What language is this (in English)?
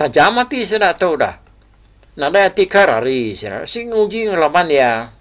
Iban